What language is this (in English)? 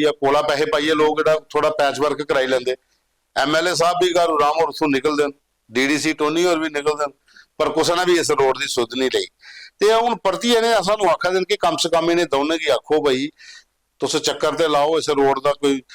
Dogri